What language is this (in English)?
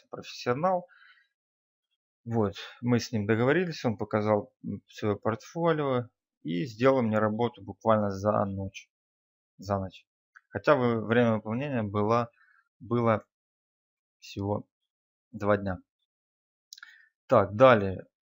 Russian